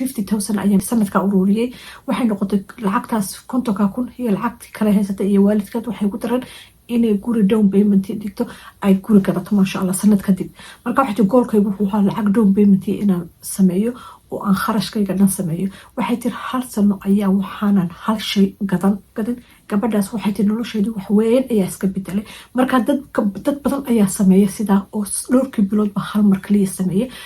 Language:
Somali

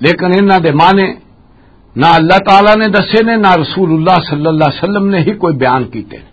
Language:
Western Panjabi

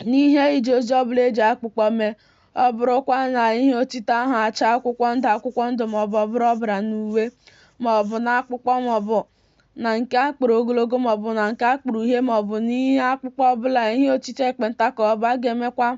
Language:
Igbo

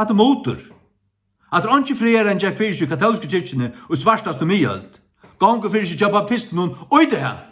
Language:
Faroese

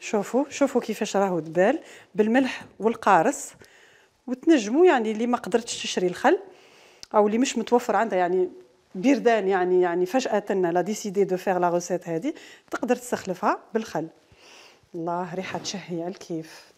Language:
Algerian Arabic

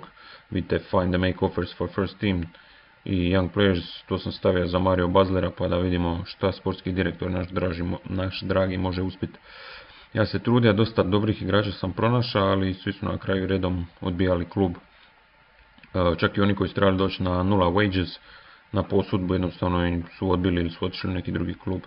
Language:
Croatian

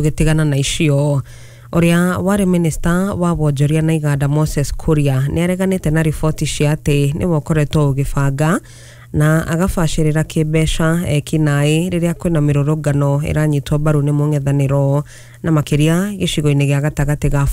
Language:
Kikuyu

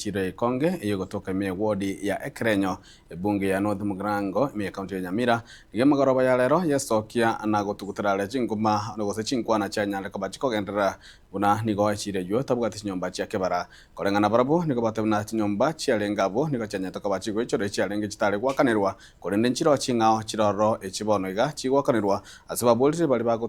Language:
Gusii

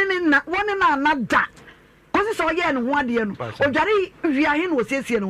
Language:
Akan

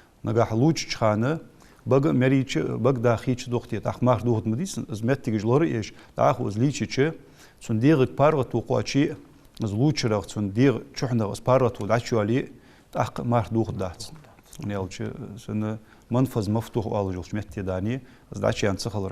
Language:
Ingush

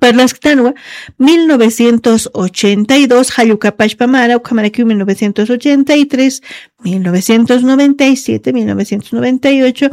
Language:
Aymara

